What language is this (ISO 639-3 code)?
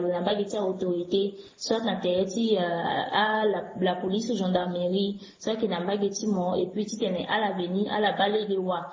sag